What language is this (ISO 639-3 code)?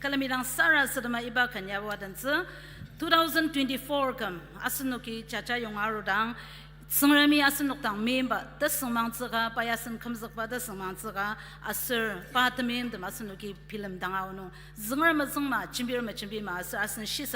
njo